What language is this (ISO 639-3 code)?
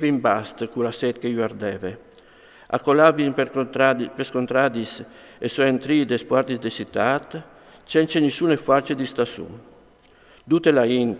fur